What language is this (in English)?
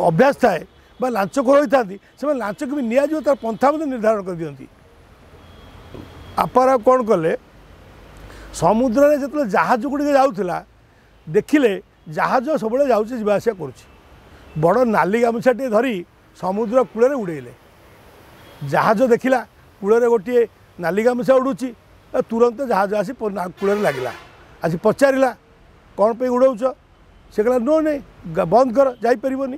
Odia